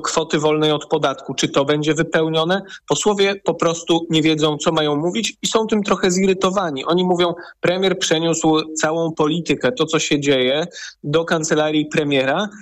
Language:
Polish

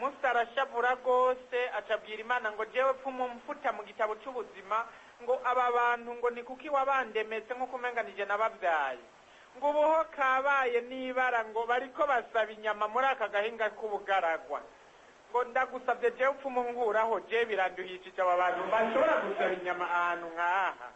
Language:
Rundi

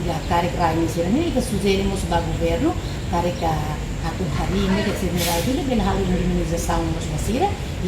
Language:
Tetum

